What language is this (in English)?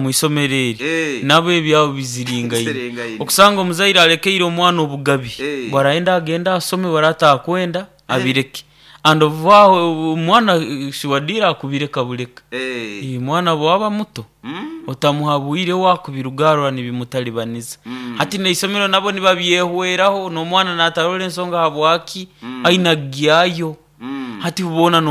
Nyoro